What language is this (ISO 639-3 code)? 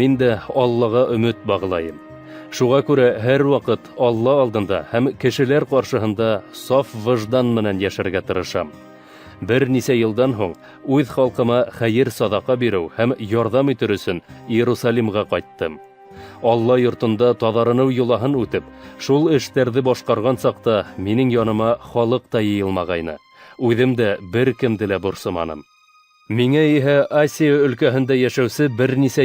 bak